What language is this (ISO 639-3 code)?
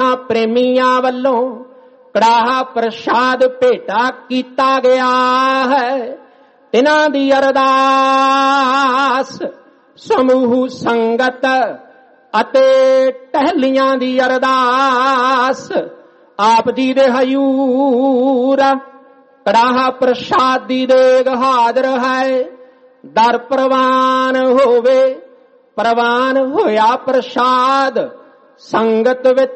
pan